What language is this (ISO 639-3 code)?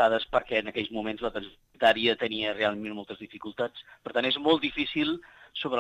cat